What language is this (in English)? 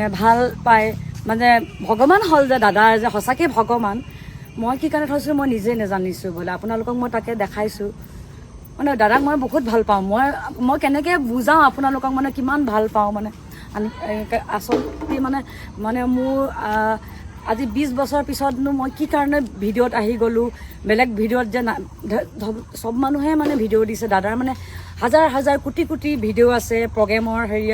Assamese